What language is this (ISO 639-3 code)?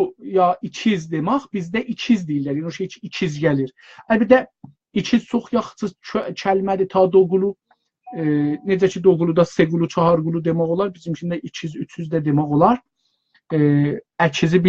azb